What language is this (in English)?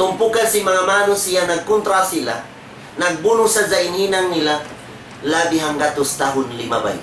Tausug